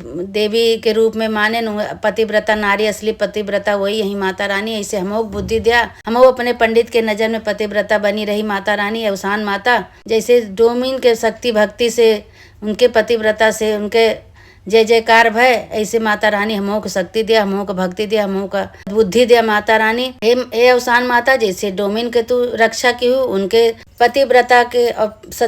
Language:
Awadhi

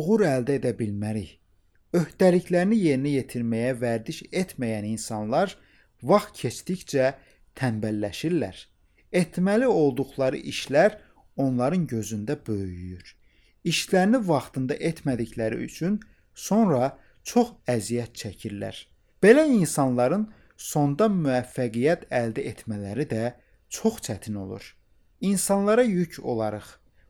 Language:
Azerbaijani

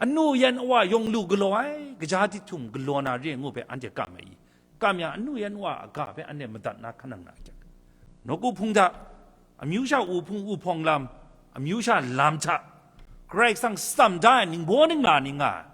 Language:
Kachin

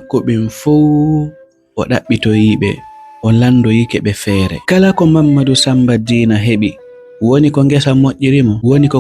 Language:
Fula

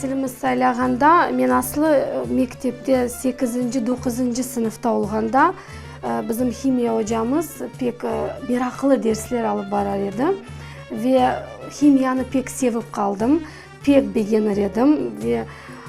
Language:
Crimean Tatar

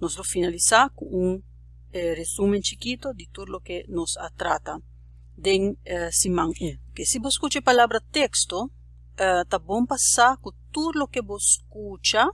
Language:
Papiamento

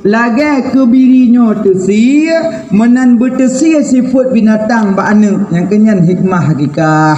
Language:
Achinese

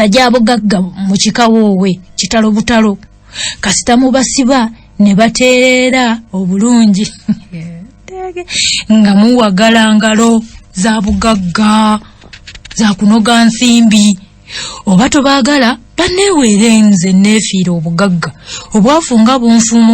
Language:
Ganda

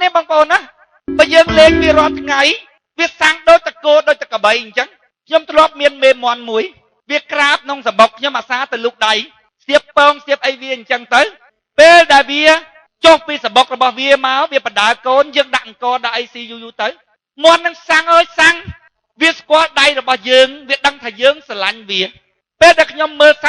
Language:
Khmer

